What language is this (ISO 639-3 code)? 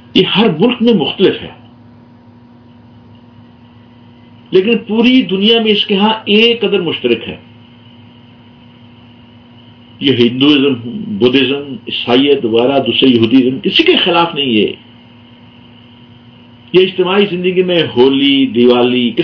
urd